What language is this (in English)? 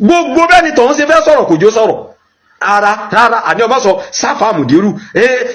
Yoruba